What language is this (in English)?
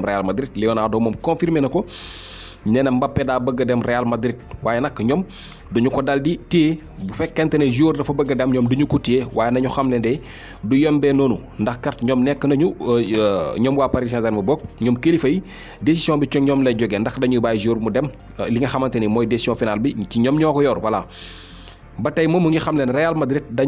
Wolof